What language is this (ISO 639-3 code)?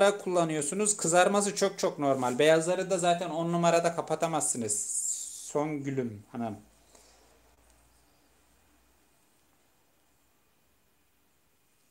tur